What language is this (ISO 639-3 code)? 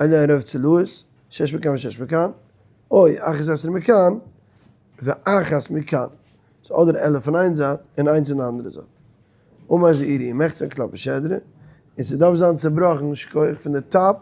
yid